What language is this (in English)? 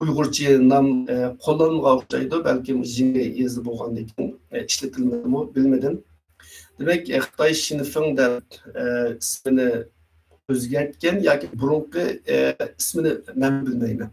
Uyghur